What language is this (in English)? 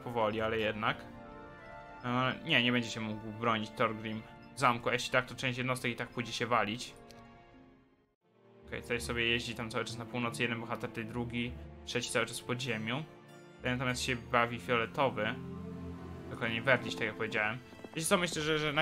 Polish